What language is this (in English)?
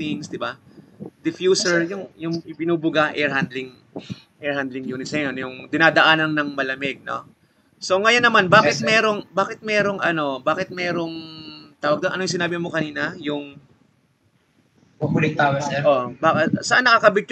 Filipino